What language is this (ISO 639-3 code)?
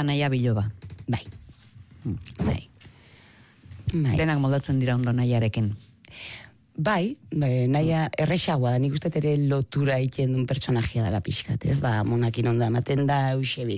eus